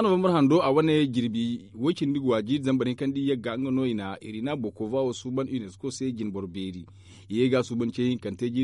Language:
Zarma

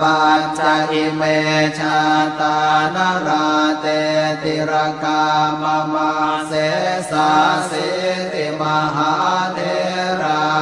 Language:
Pali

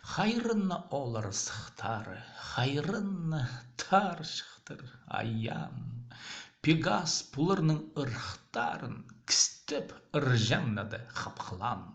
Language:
Khakas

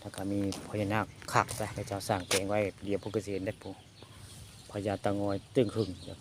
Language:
Northeastern Thai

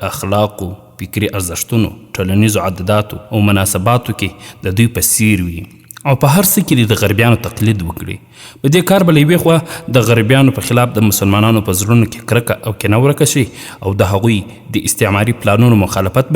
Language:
Pashto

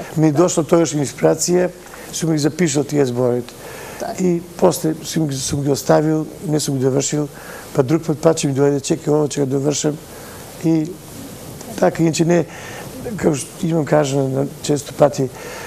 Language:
Macedonian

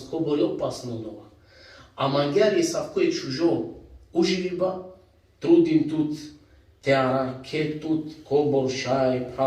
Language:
Balkan Romani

